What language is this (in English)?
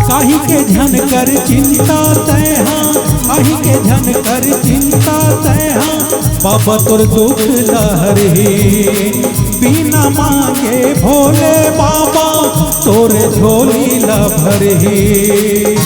Chhattisgarhi